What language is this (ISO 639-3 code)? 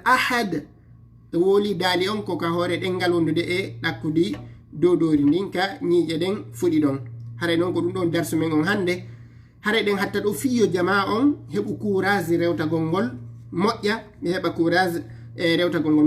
ful